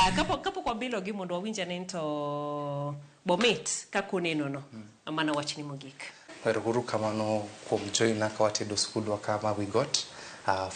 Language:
Luo (Kenya and Tanzania)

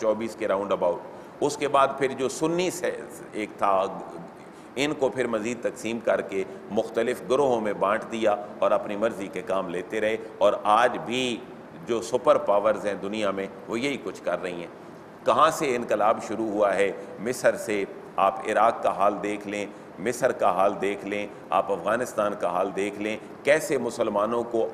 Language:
Urdu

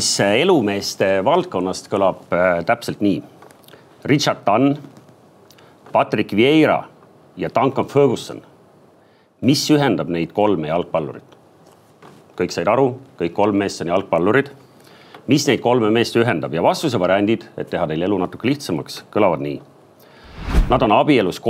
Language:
Estonian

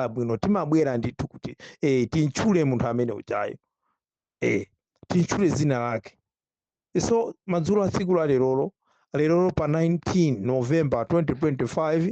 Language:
Nyanja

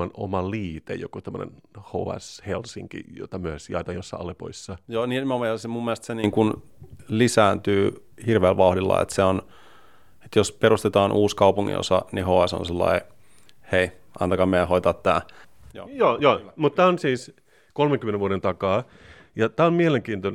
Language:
Finnish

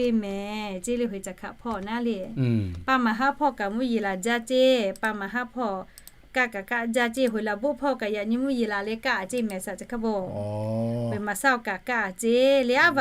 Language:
Lahu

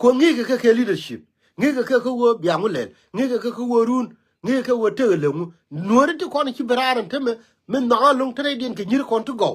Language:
Nuer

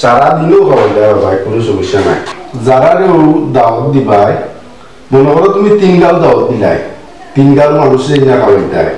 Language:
Sylheti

